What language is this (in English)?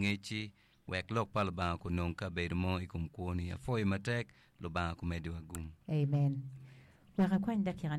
Acoli